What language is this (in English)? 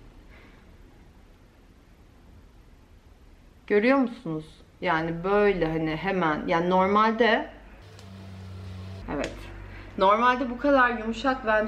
Turkish